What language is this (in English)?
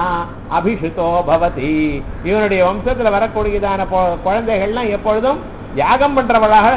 Tamil